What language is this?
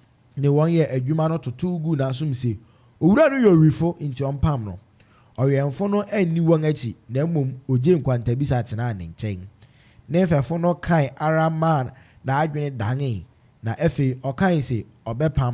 Akan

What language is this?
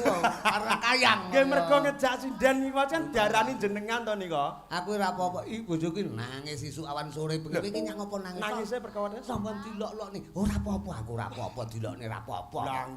Javanese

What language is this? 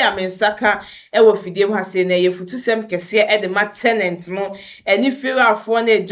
Akan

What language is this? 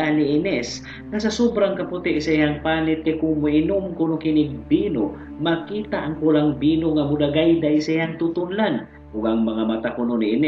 Cebuano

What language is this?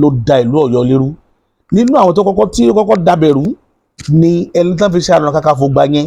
Yoruba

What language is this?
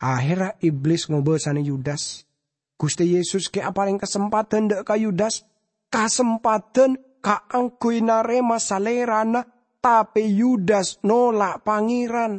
Madurese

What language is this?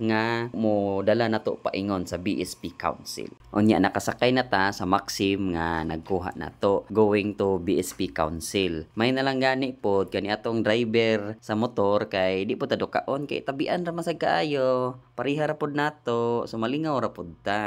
Cebuano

